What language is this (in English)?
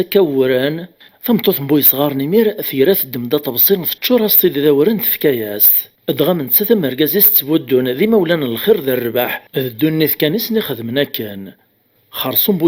Kabyle